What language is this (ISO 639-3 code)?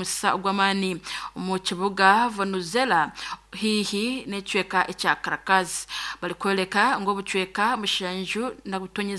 nyn